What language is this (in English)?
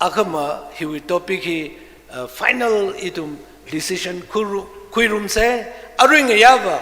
Tangkhul Naga (India)